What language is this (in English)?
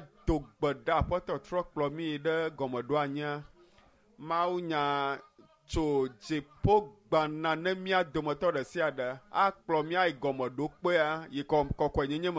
Ewe